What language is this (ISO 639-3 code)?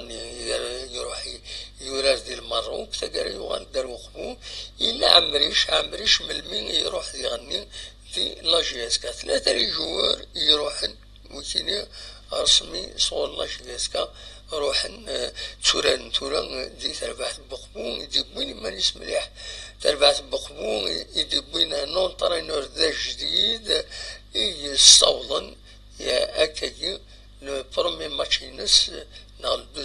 kab